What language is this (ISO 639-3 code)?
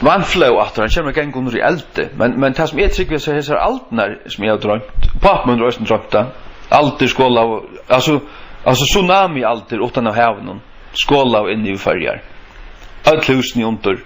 fao